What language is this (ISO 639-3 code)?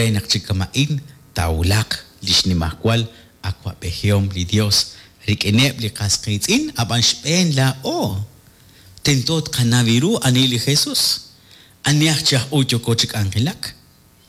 kek